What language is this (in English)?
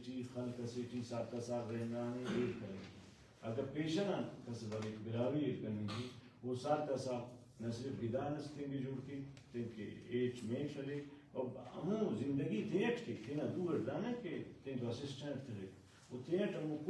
Brahui